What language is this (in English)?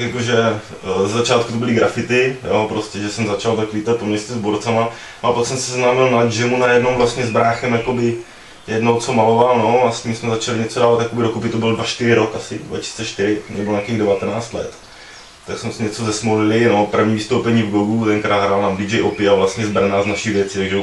Czech